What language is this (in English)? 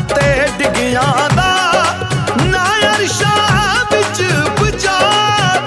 Punjabi